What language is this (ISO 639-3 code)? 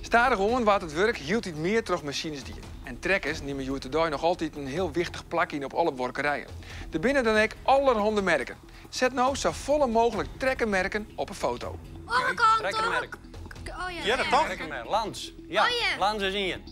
fry